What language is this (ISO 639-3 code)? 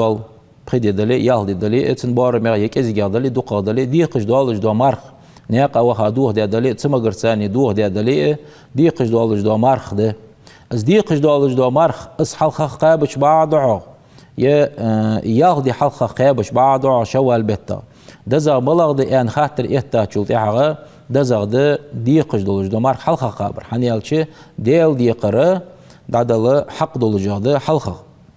inh